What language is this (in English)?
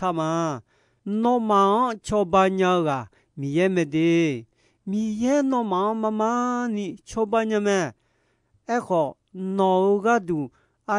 Akha